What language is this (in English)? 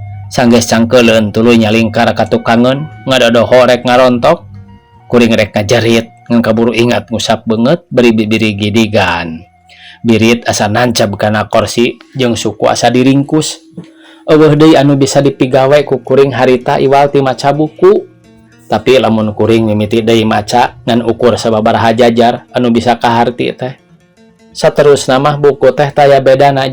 Sundanese